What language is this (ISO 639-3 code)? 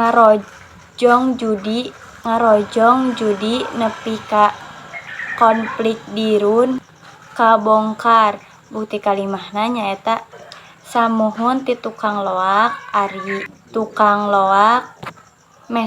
sun